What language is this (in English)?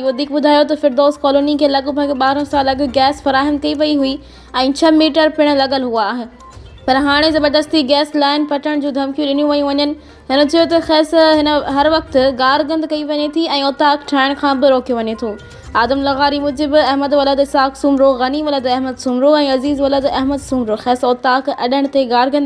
Sindhi